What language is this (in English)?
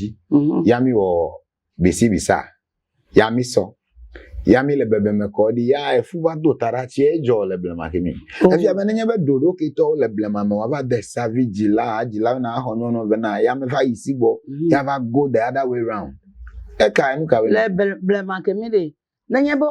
Ewe